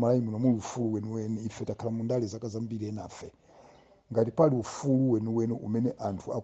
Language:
Nyanja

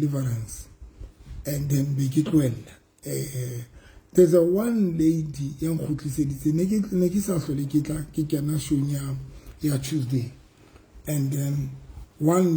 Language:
Southern Sotho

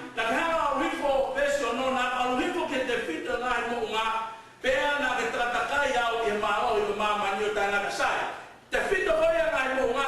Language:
Tongan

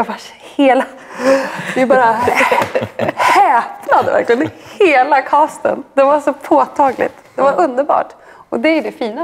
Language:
Swedish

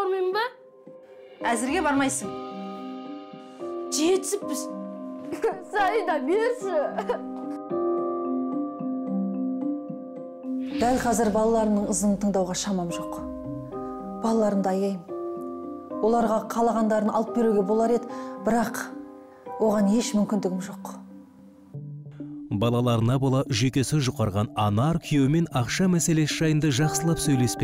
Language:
Kazakh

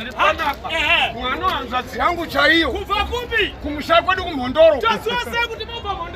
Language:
Shona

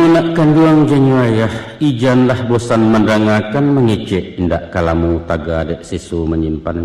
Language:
Minangkabau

